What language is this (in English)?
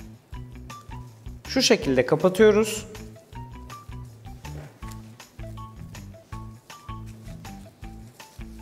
Turkish